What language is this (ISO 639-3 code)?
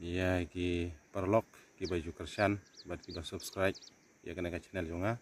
kha